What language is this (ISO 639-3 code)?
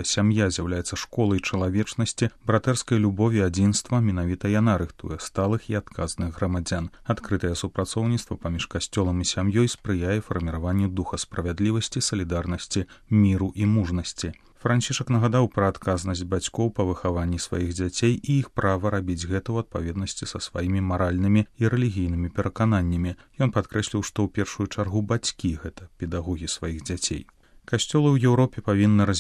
bel